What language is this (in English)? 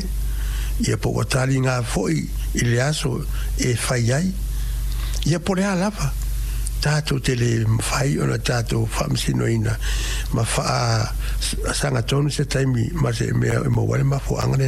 Samoan